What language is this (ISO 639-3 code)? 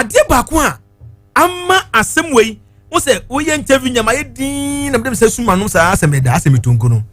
aka